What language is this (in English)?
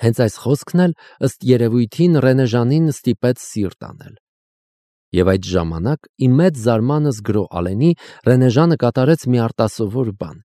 Armenian